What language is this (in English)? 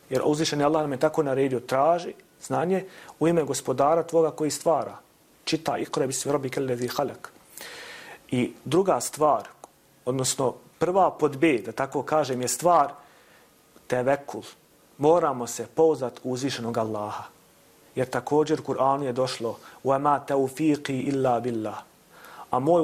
Bosnian